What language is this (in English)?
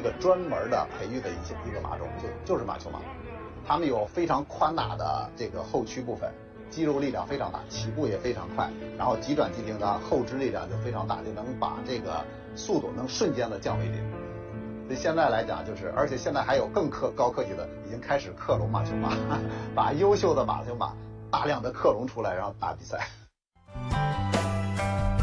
Chinese